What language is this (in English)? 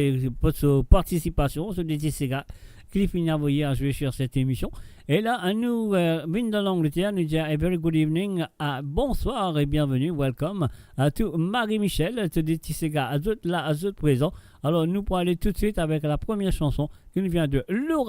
Morisyen